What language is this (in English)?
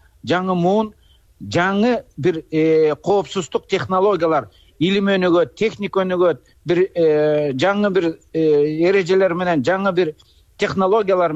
Kyrgyz